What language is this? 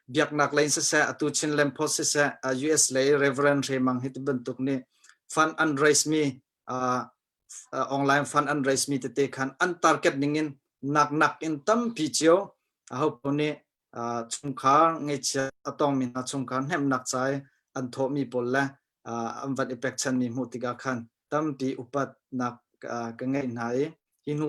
Hakha Chin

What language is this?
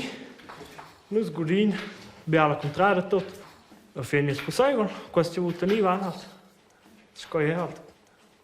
Romansh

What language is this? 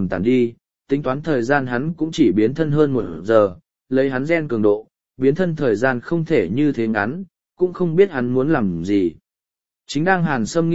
Vietnamese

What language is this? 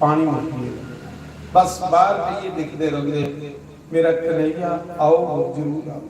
Dogri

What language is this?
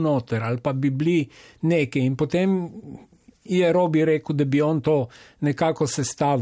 Slovenian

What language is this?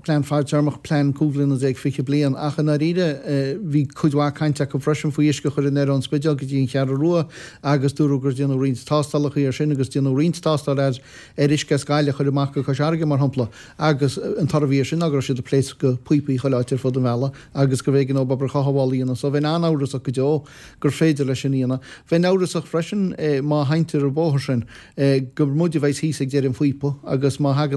Irish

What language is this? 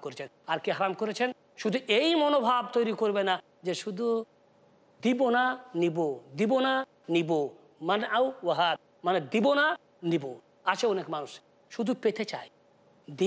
Bangla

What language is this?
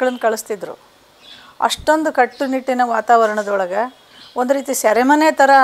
Kannada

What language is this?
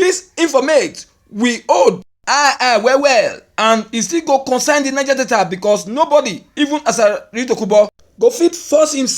Nigerian Pidgin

